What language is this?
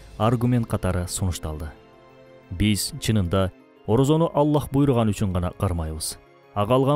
Kyrgyz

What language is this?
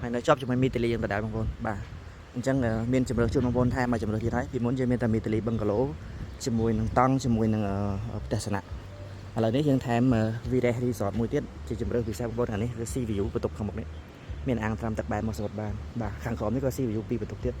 Khmer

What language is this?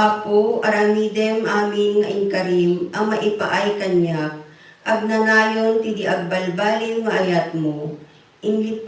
Iloko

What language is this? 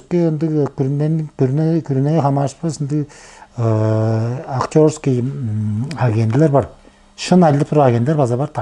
Tuvinian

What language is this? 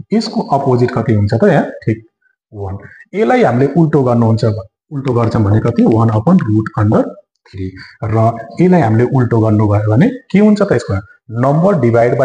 Nepali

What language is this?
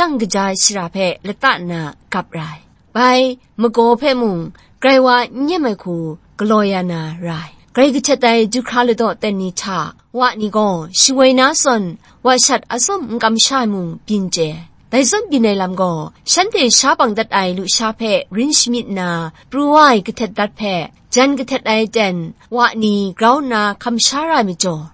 Kachin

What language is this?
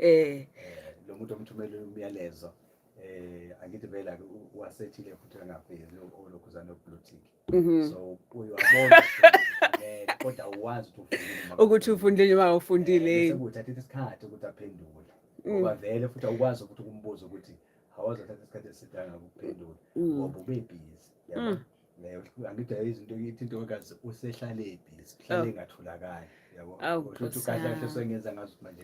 Zulu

